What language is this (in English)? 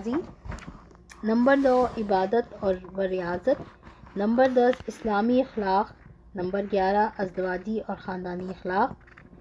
Urdu